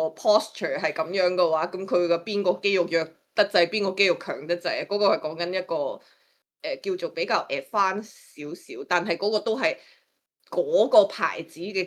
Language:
Cantonese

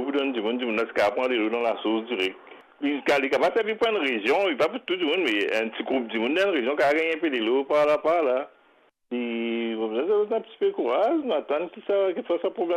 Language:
Morisyen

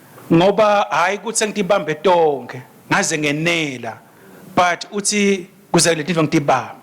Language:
Swati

